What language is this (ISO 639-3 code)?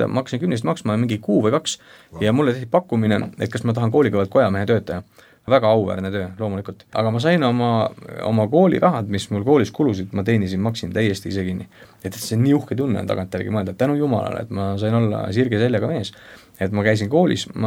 est